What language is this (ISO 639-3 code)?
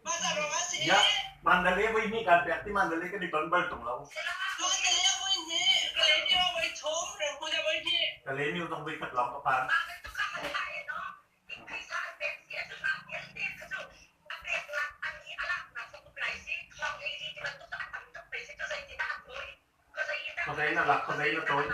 cnh